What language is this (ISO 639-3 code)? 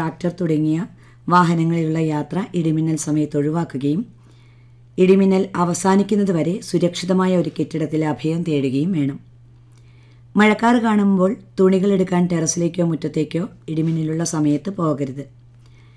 mal